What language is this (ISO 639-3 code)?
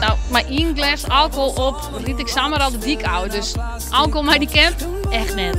fry